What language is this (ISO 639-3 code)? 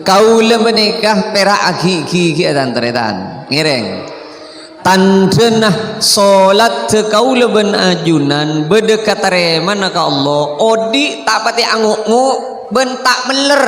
mad